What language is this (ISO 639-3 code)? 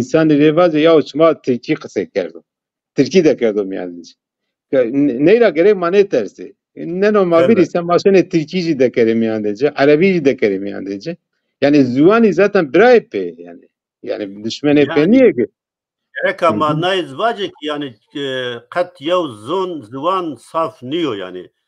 zza